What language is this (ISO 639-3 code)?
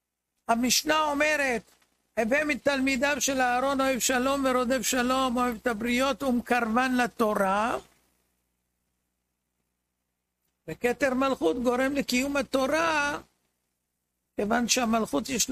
heb